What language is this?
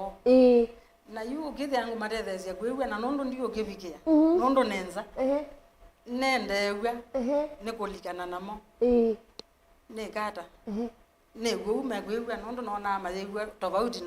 Kamba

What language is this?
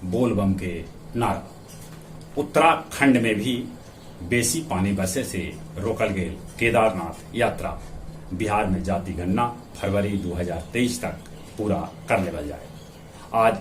Magahi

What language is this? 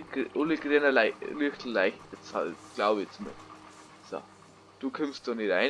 Bavarian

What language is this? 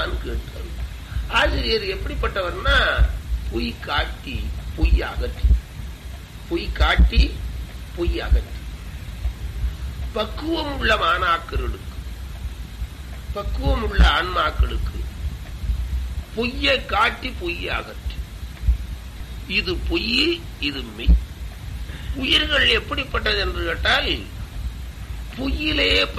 Tamil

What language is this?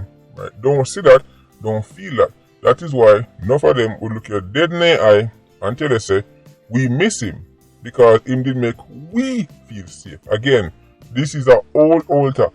Jamaican Creole English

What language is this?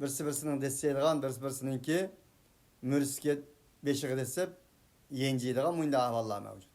Uyghur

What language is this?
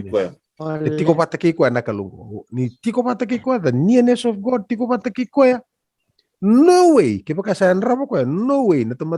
Fijian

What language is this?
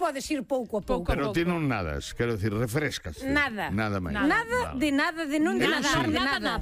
Galician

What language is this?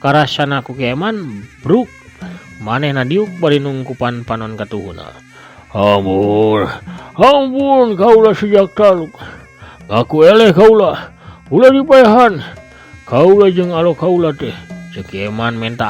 Sundanese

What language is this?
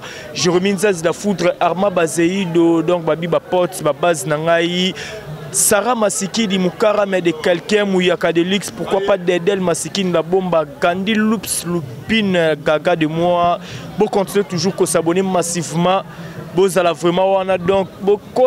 Lingala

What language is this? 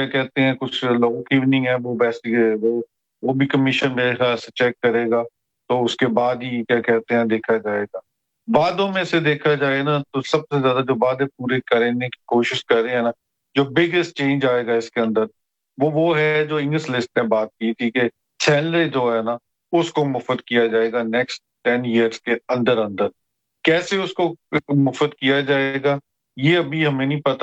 Urdu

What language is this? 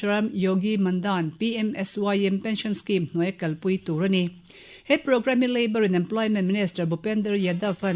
Mizo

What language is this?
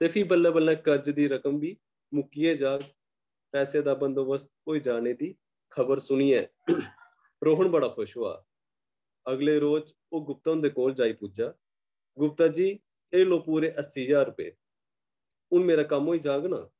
Dogri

